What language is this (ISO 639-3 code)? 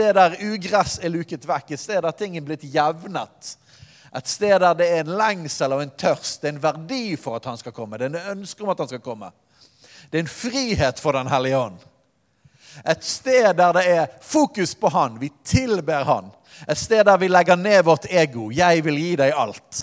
nor